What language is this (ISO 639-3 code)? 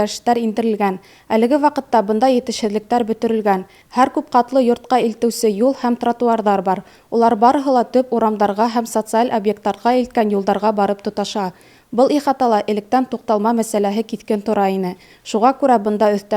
bak